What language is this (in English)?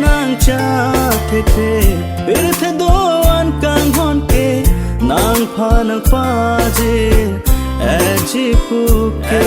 Karbi